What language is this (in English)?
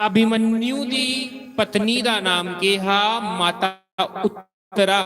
Dogri